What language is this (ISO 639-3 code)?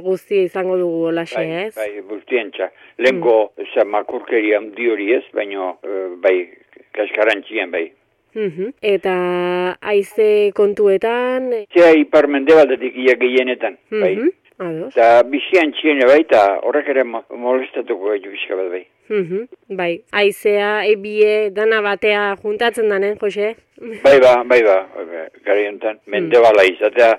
eus